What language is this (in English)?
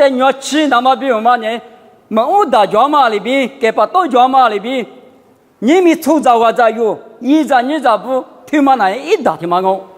Lisu